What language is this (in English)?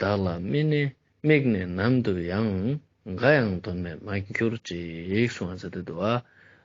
Ladakhi